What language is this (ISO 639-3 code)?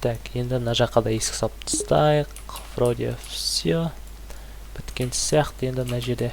kaz